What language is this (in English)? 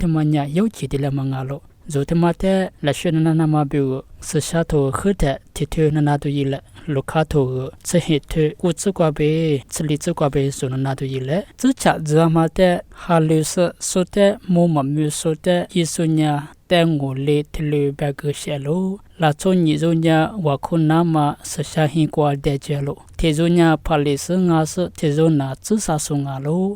Lisu